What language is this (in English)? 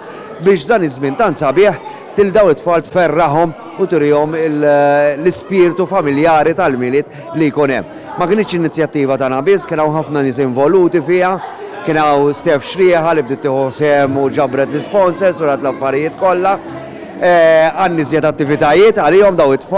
Maltese